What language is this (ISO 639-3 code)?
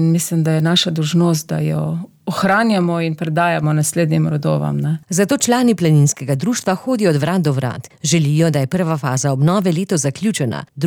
slv